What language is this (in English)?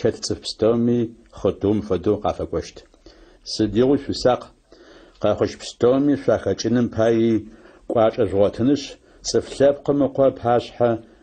Adyghe